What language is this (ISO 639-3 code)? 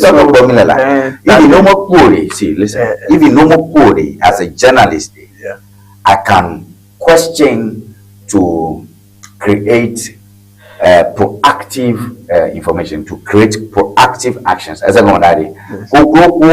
ewe